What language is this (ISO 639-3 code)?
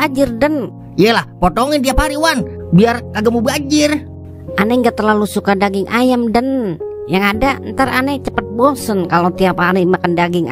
bew